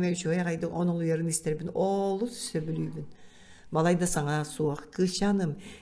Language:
Yakut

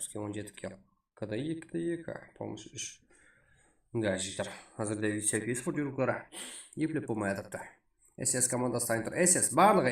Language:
Kara-Kalpak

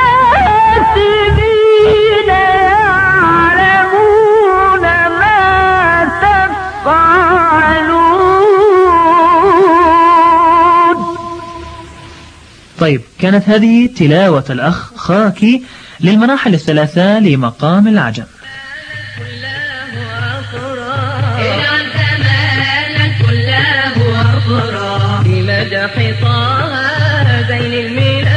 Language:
Arabic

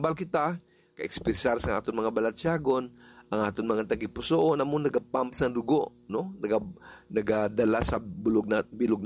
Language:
Hiligaynon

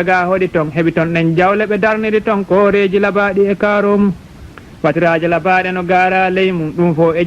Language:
Fula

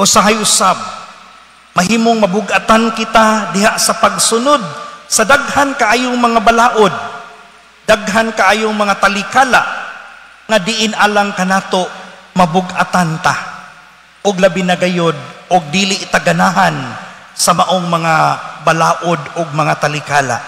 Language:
Cebuano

